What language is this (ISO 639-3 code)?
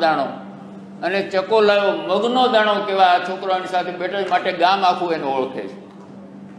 guj